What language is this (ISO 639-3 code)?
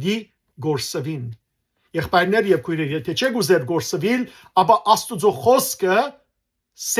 hyw